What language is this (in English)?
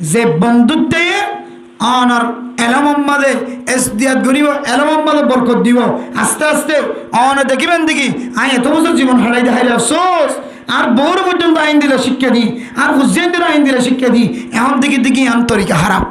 Rohingya